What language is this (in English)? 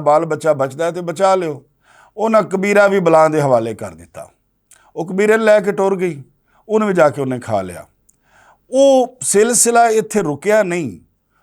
Western Panjabi